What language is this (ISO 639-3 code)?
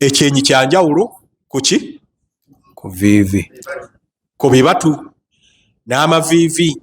lug